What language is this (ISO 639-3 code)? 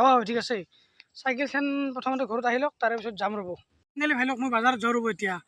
asm